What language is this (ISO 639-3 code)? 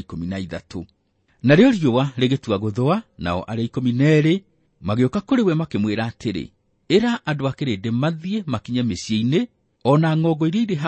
kik